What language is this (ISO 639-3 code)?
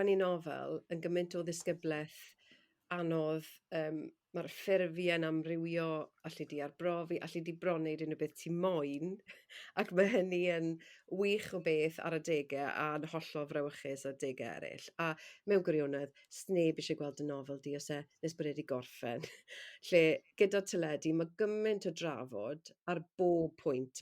cym